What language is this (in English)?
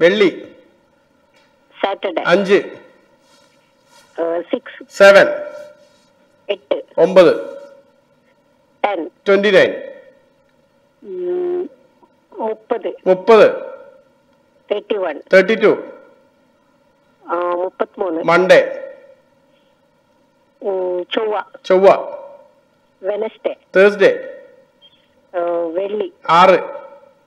Malayalam